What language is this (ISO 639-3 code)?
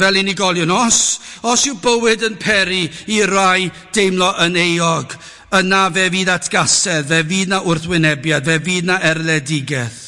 cym